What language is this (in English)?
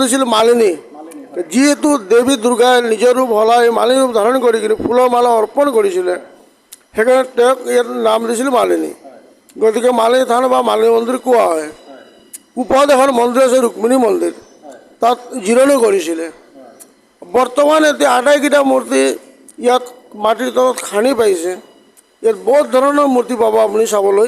Assamese